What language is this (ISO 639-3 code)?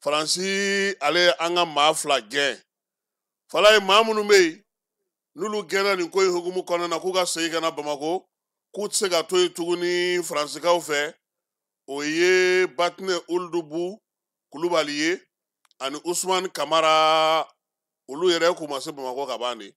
bam